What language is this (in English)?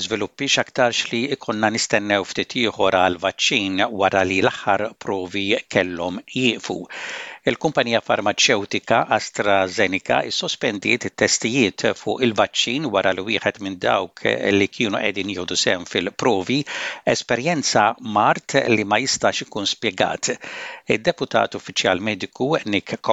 Maltese